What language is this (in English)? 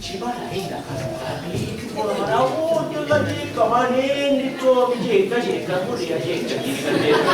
Sicilian